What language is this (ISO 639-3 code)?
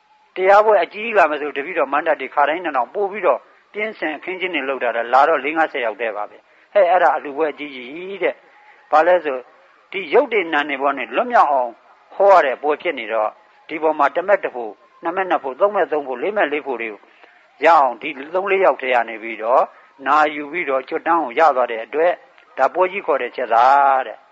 mya